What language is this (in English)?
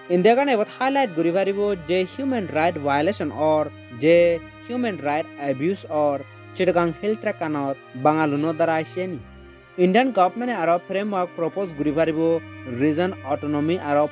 Chakma